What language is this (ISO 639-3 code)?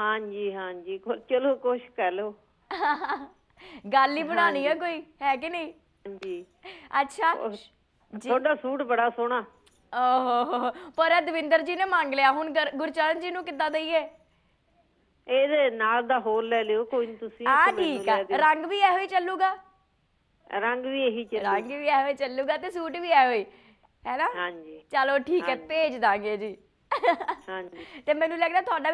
pan